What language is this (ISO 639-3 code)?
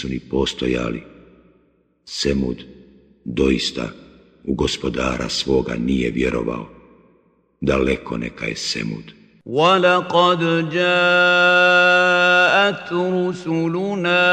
bos